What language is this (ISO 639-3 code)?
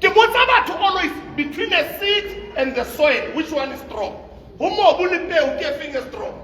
sot